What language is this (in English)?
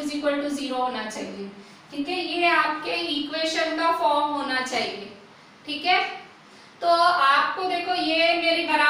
Hindi